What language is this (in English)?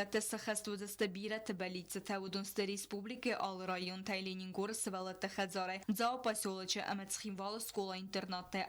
Ossetic